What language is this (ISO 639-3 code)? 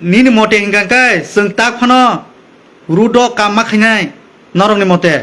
trp